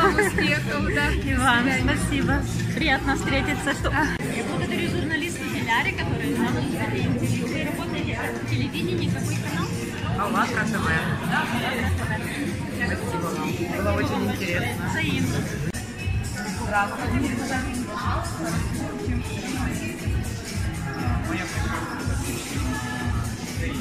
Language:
Russian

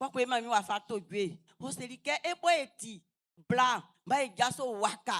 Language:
Baoulé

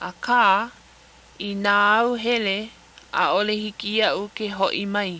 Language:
Hawaiian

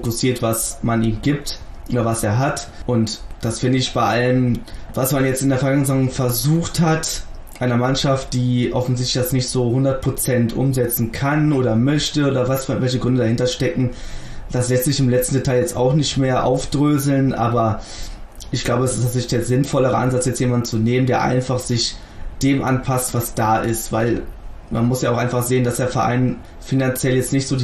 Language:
German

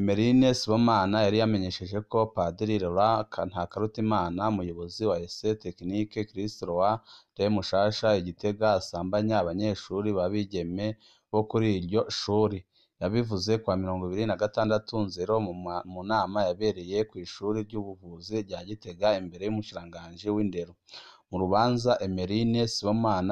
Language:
Rundi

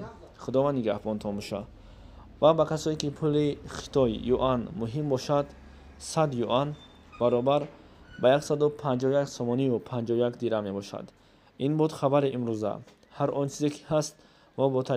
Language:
Tajik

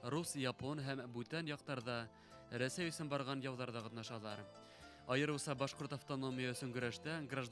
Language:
Bashkir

